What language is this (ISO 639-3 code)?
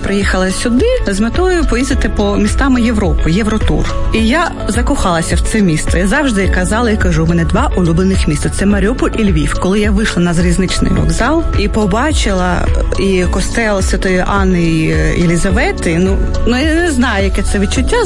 ukr